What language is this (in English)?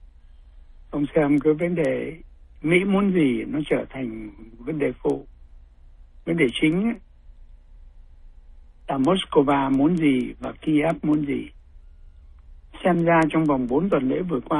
Vietnamese